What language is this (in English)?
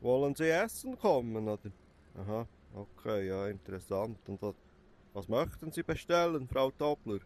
Swiss German